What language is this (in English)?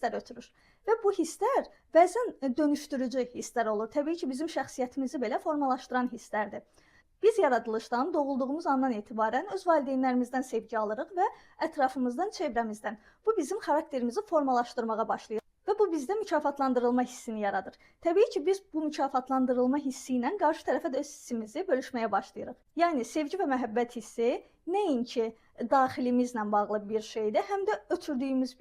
Azerbaijani